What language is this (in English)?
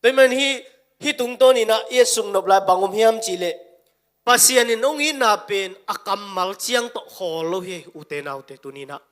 Tedim Chin